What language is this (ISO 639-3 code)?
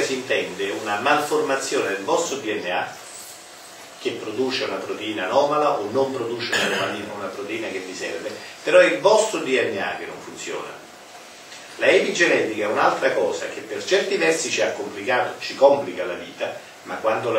ita